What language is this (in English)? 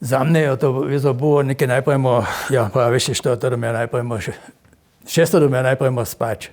Upper Sorbian